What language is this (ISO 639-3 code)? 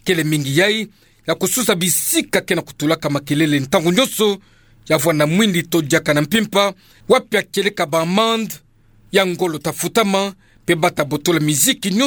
ktu